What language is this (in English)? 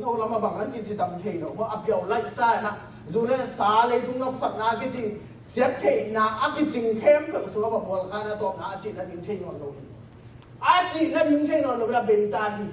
Tedim Chin